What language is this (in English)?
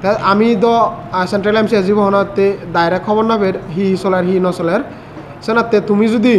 Chakma